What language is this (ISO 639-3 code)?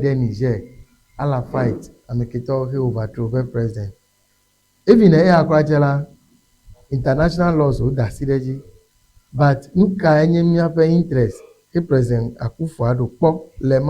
ewe